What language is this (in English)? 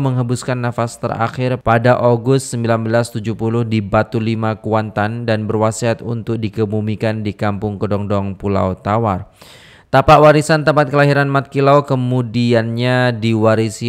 Malay